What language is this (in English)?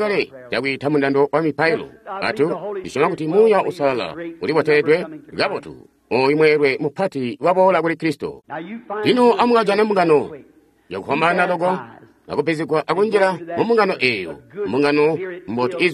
Tonga (Zambia)